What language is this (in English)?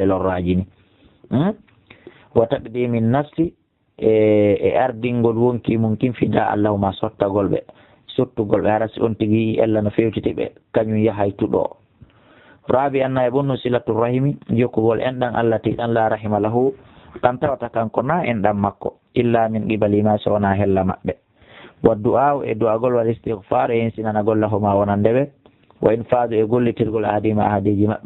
Fula